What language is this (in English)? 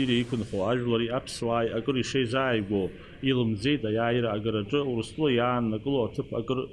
Abkhazian